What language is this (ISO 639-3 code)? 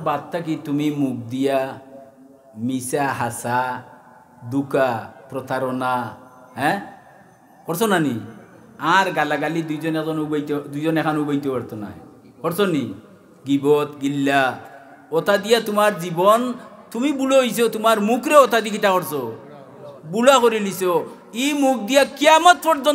syl